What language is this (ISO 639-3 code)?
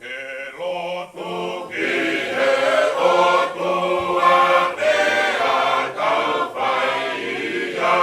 ton